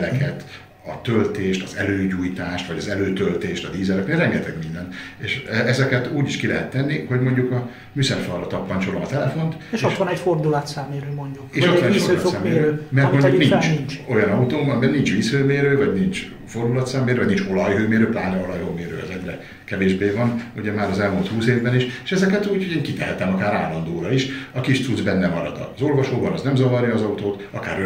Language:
Hungarian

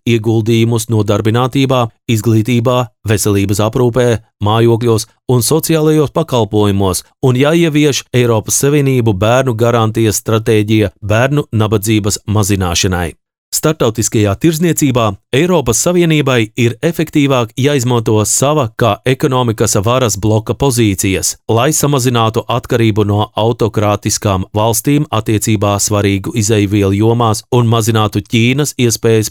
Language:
Latvian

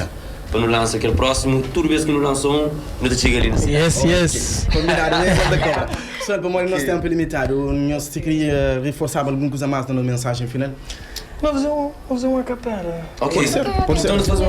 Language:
Kabuverdianu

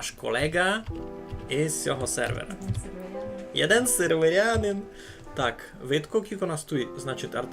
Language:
Rusyn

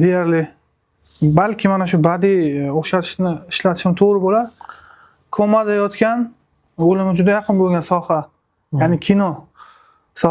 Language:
Uzbek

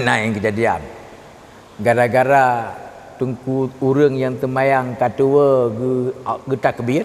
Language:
Achinese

